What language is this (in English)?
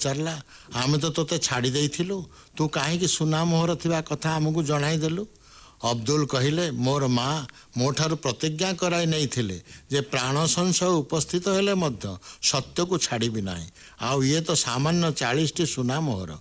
Odia